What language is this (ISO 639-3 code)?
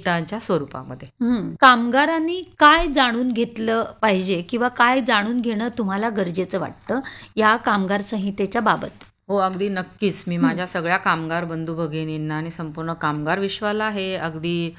mar